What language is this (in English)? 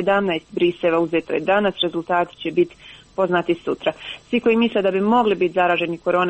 Croatian